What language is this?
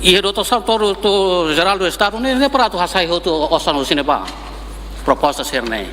Tetum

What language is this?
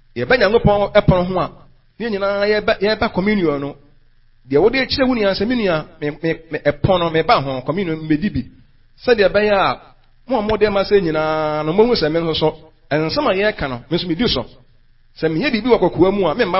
Akan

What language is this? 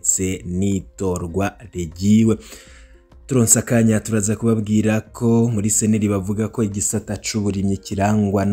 Rundi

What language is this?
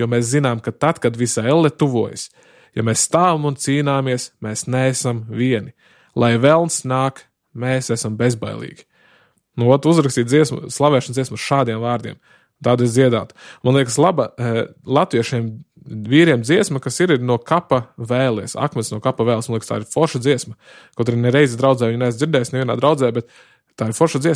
Latvian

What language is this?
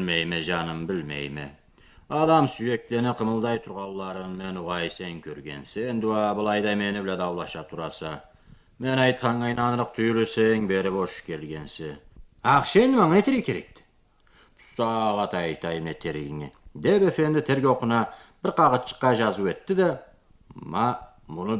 Karachay-Balkar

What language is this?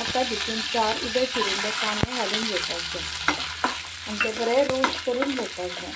Konkani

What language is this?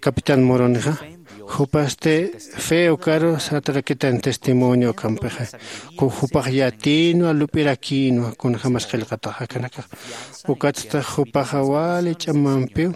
Aymara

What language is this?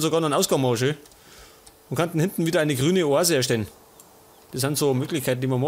Bavarian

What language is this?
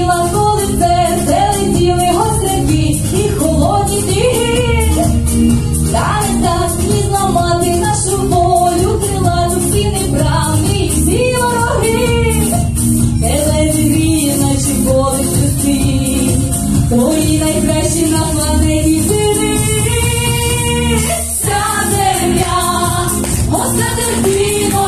Ukrainian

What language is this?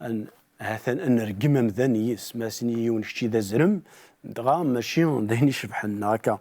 Kabyle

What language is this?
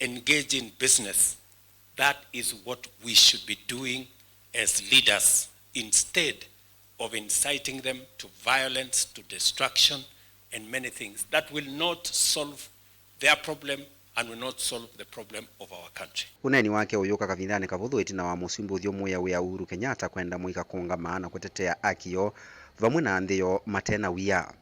Kamba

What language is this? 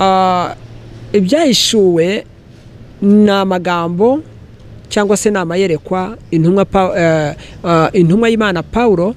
Kinyarwanda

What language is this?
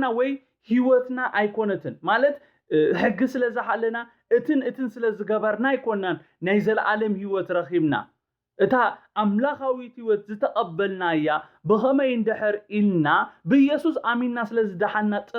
Tigrinya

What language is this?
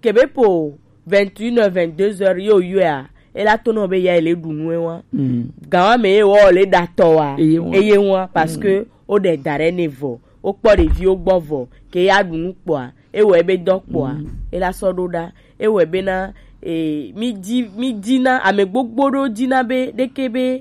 Gen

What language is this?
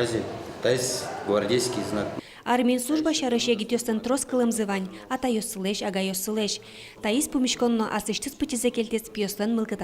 Udmurt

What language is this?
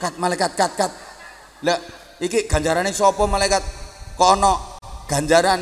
Javanese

